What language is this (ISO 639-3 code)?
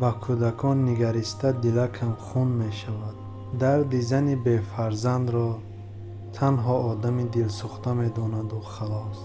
tgk